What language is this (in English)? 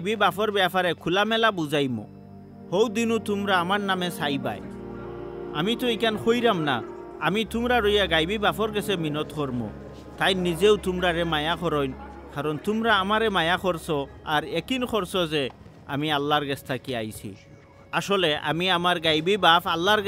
Sylheti